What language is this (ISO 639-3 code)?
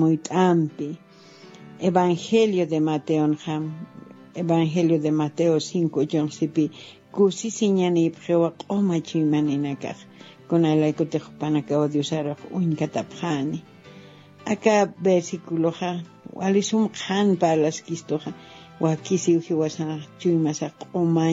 aym